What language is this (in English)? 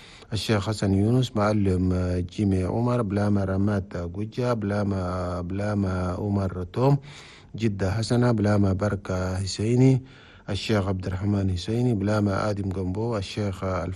Chadian Arabic